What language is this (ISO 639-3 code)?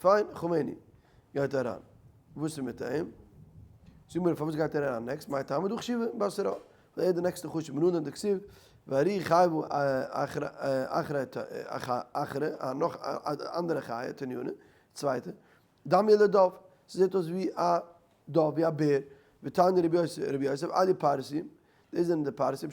yid